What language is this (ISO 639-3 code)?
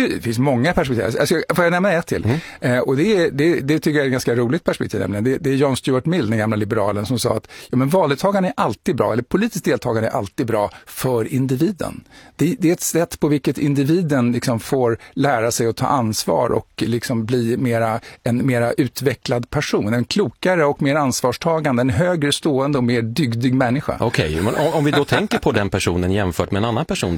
swe